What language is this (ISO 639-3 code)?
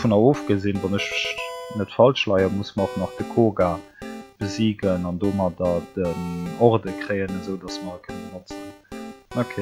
ltz